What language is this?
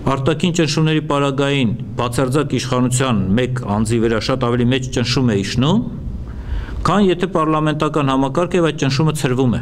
Western Armenian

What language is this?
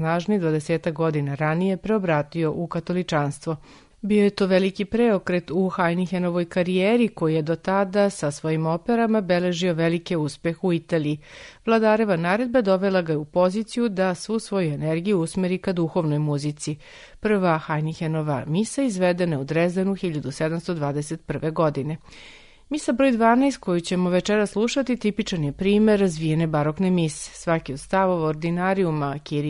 Serbian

